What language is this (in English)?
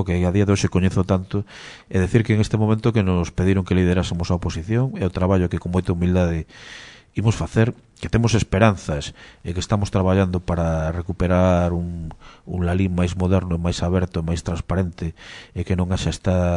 Galician